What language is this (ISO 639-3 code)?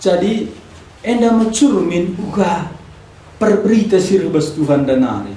btx